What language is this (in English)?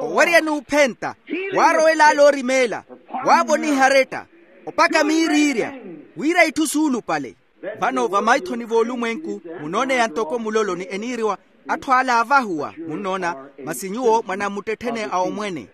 Makhuwa